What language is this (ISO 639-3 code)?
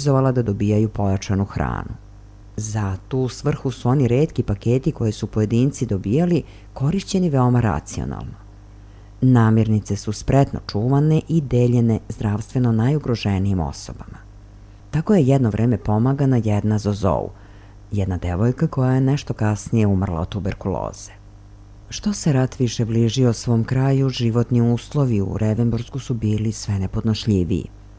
srp